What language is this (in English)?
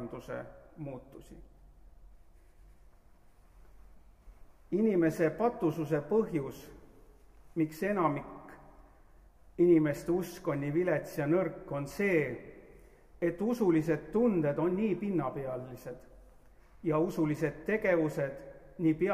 Estonian